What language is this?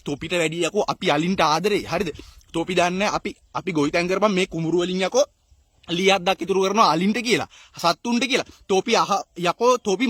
Sinhala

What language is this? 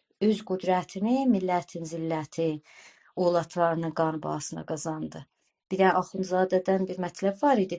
South Azerbaijani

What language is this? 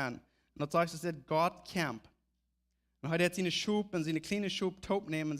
Plautdietsch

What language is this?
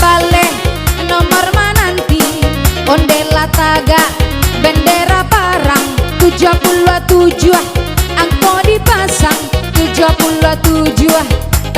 Minangkabau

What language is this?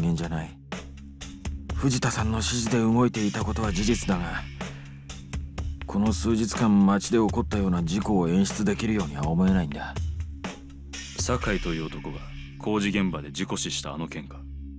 Japanese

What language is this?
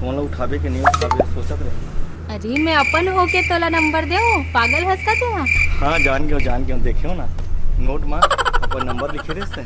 Chhattisgarhi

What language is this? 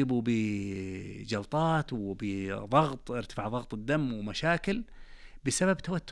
Najdi Arabic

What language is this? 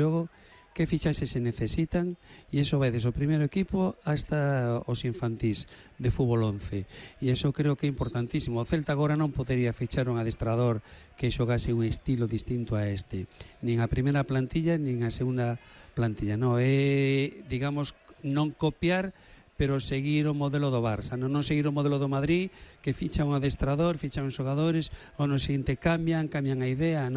Galician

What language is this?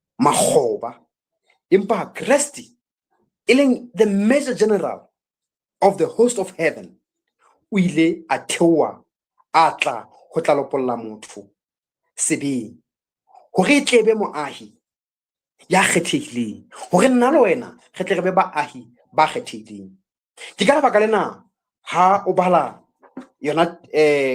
Southern Sotho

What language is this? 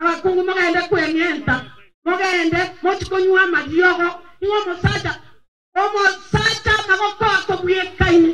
Gusii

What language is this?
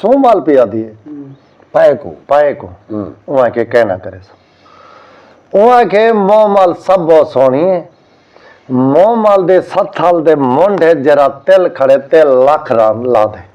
Saraiki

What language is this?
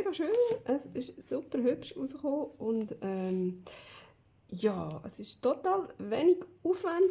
Swiss German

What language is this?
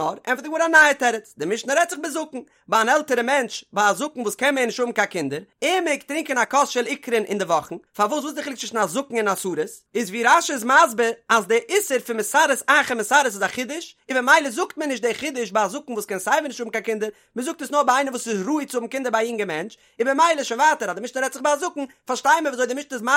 Yiddish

